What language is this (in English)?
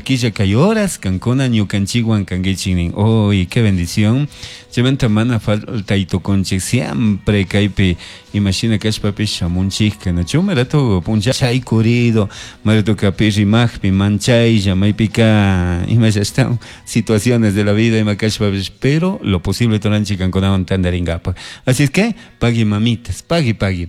Chimborazo Highland Quichua